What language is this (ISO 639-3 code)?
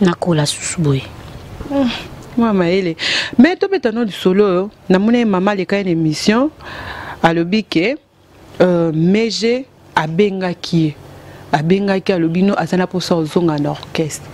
lin